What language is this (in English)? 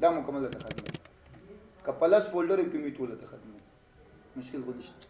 Pashto